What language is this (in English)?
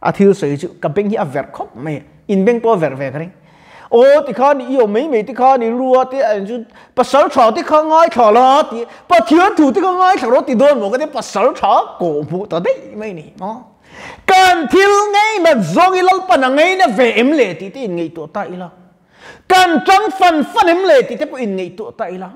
Mizo